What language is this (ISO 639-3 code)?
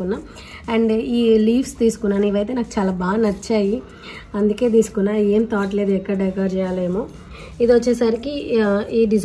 tel